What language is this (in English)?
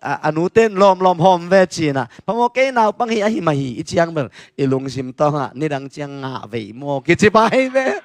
Tedim Chin